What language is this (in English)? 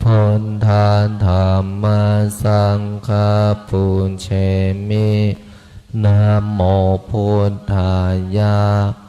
Pali